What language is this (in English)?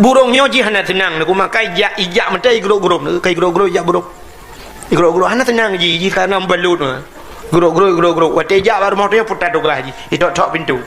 Achinese